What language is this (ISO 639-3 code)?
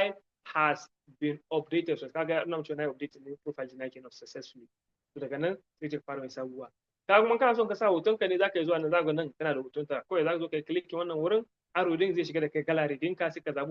hau